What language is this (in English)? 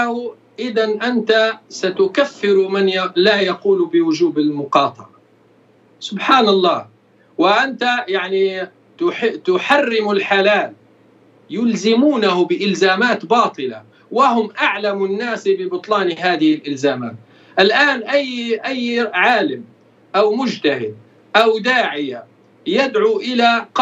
Arabic